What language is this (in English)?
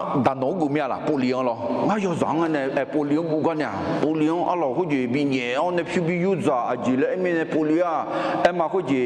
Akha